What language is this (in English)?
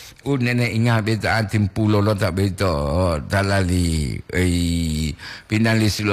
Gorontalo